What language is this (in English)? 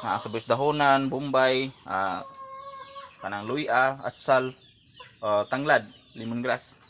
Cebuano